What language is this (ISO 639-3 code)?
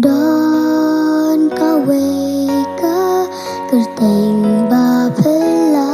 kha